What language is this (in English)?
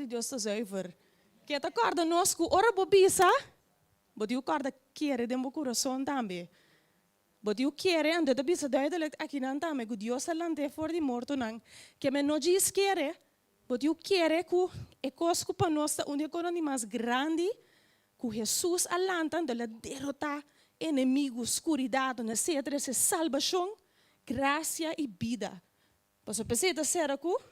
Papiamento